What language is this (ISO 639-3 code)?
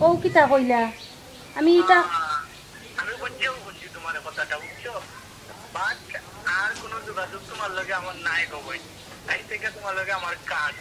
syl